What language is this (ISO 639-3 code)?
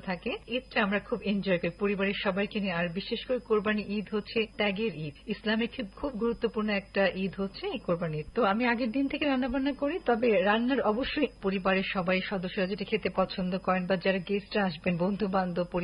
ben